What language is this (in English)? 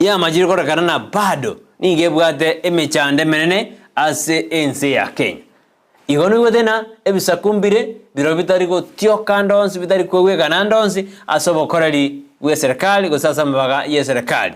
Gusii